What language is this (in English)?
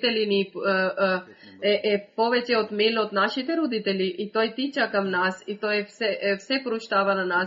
Bulgarian